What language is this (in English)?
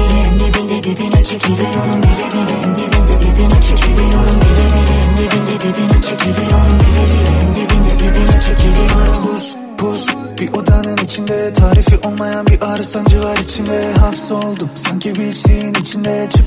Turkish